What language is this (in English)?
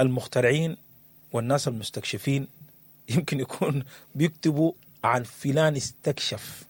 Sudanese Arabic